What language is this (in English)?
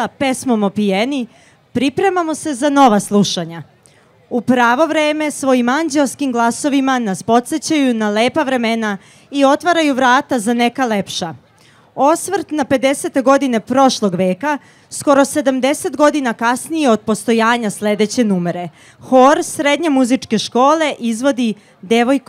Serbian